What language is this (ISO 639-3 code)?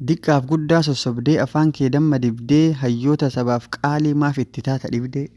orm